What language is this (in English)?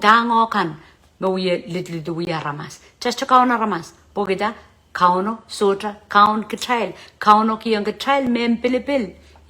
Pohnpeian